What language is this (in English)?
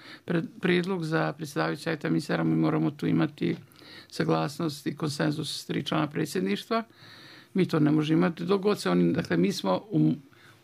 Bosnian